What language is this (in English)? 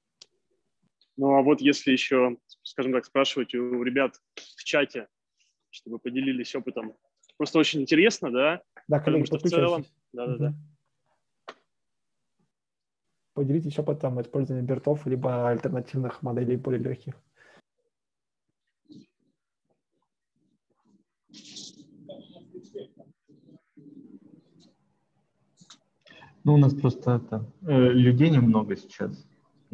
Russian